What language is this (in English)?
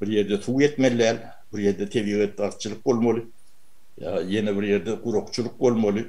Turkmen